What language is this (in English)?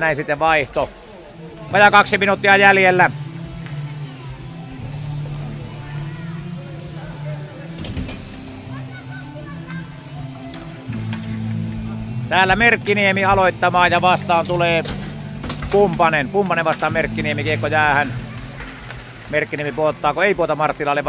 Finnish